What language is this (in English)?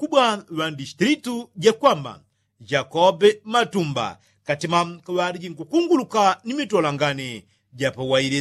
Yao